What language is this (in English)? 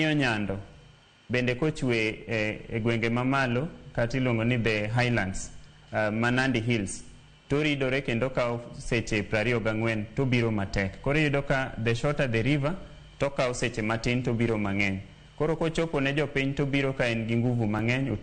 Luo (Kenya and Tanzania)